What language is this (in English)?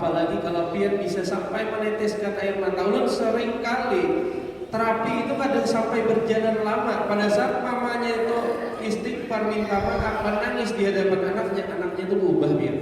Banjar